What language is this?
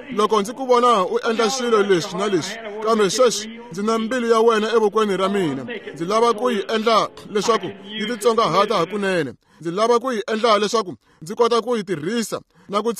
Tsonga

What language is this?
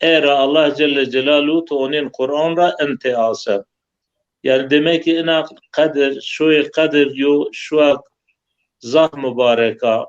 Zaza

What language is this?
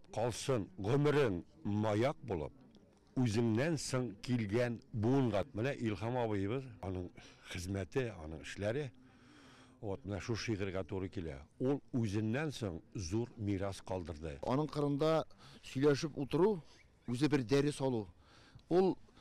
Tatar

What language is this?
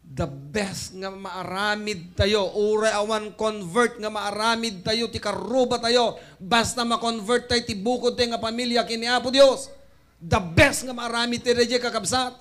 Iloko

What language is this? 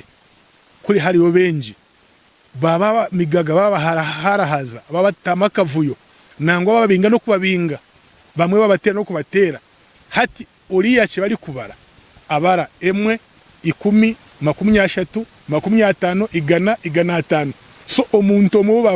Nyankole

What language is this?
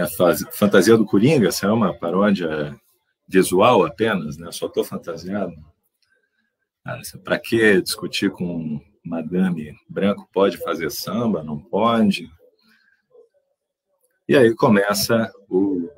Portuguese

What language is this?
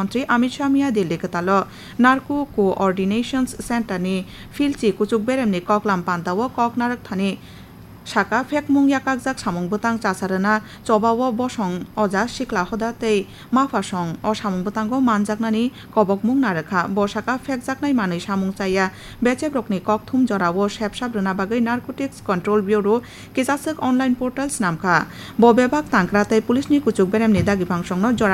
Kok Borok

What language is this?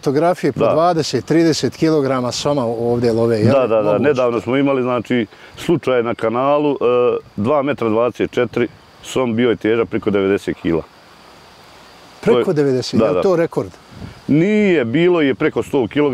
Bosnian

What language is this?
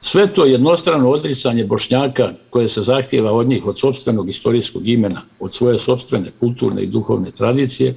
Bosnian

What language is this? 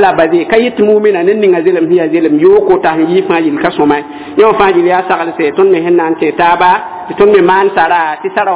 Mossi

